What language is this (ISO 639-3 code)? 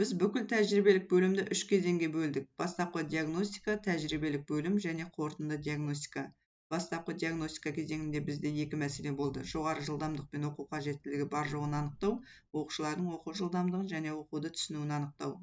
kaz